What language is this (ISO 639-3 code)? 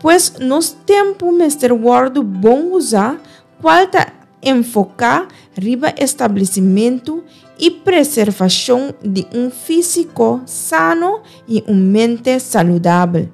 pap